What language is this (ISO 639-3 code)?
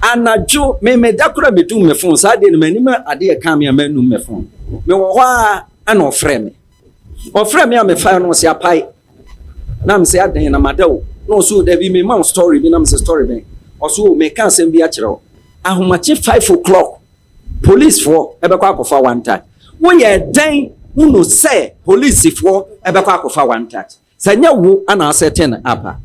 aka